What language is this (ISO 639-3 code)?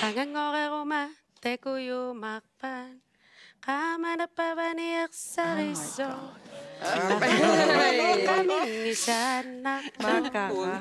kal